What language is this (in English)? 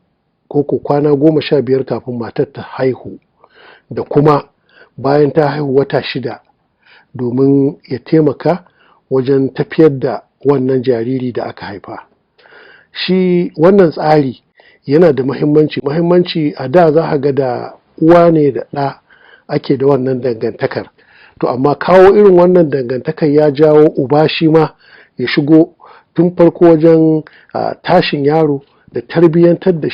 Hausa